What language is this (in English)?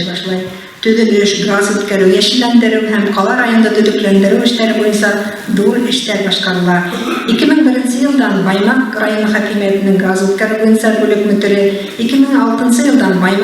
Bashkir